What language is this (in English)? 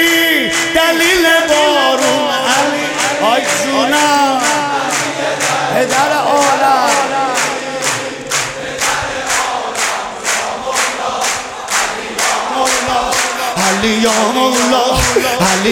Persian